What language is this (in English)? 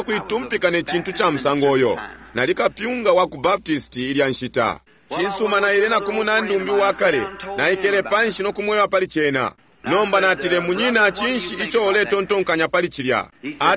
Bemba